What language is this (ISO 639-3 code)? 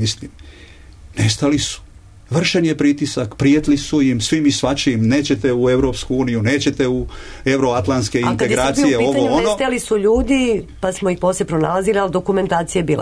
srp